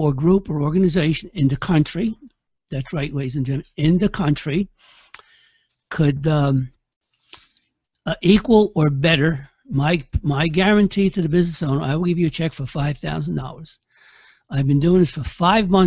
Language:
English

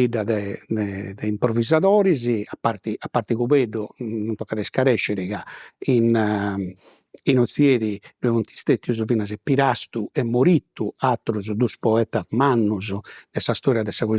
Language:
Sardinian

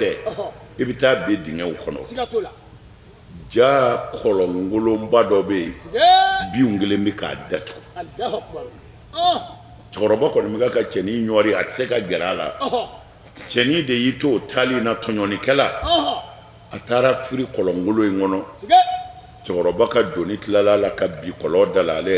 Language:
Bambara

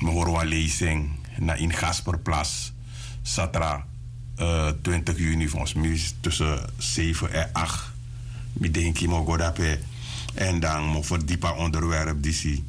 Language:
Sranan Tongo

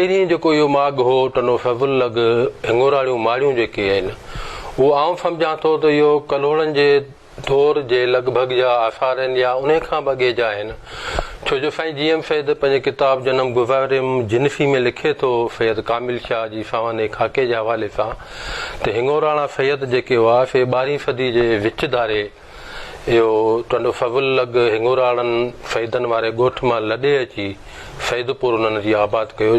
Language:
Sindhi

